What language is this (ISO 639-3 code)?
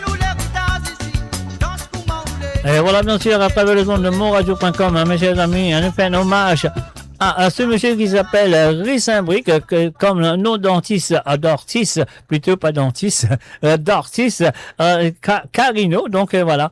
mfe